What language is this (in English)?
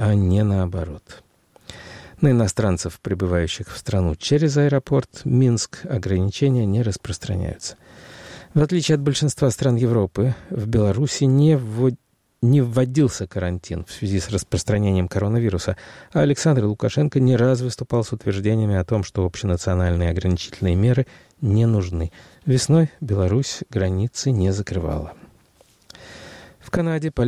Russian